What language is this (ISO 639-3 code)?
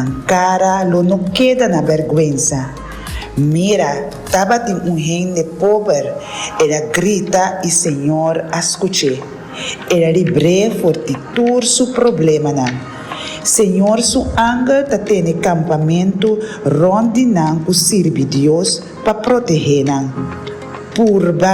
pap